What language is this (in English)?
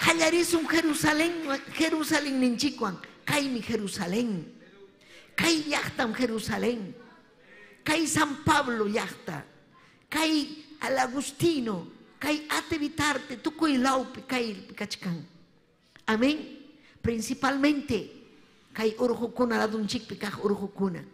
Ayacucho Quechua